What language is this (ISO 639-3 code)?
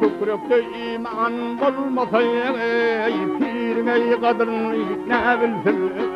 tuk